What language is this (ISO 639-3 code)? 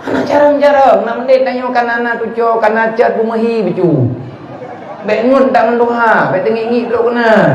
ace